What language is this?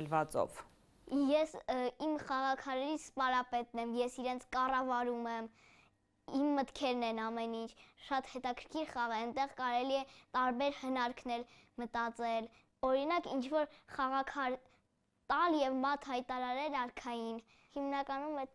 Armenian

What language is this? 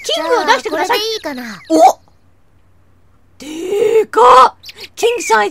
Japanese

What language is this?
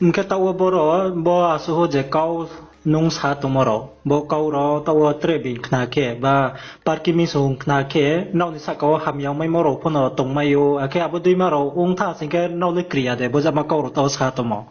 Riang (India)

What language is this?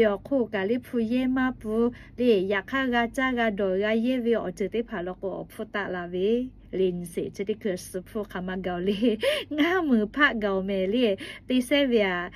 Lahu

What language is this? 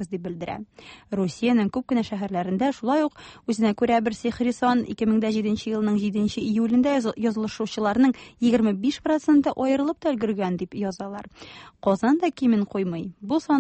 Tatar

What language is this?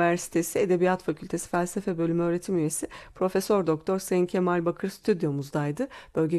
Turkish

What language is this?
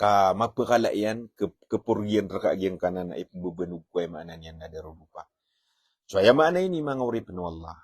Maranao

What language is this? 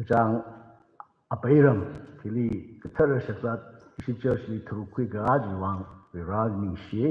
Tangkhul Naga (India)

